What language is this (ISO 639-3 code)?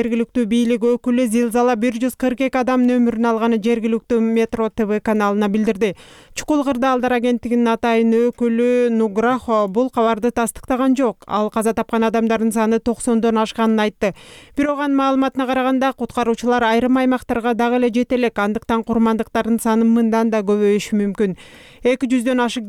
kir